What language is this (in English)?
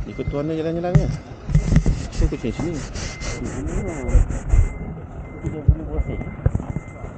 Malay